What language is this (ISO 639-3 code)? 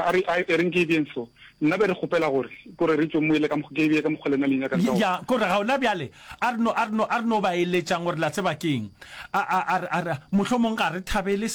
nso